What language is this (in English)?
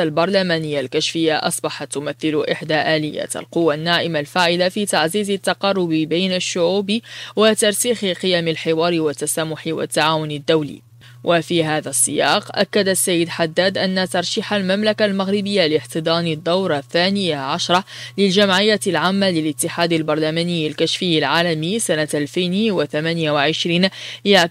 Arabic